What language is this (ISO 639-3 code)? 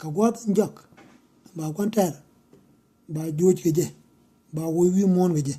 nus